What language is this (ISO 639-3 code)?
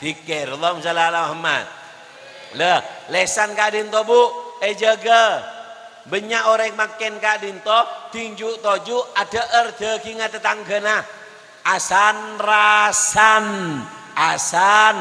mad